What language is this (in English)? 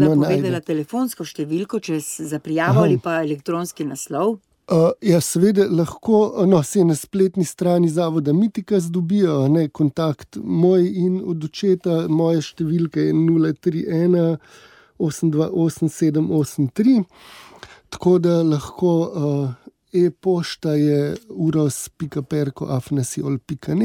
Slovenian